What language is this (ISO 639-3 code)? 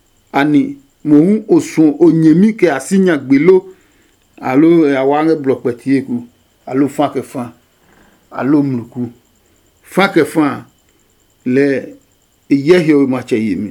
ada